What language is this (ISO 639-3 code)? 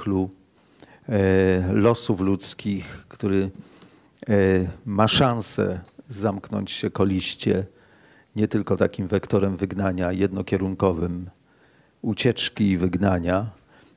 pol